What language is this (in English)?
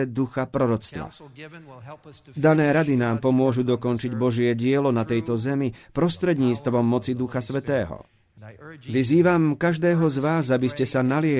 Slovak